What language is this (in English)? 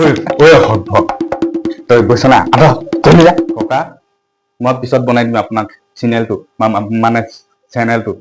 Assamese